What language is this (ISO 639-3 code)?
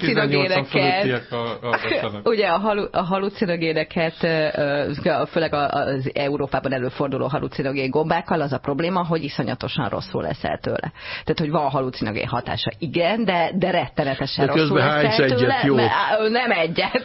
hun